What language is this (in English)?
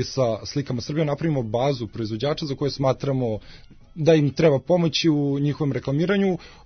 Serbian